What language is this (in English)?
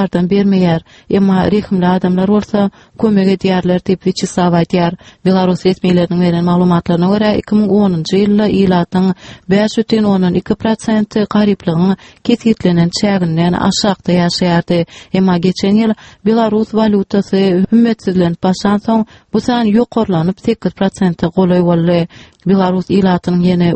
Turkmen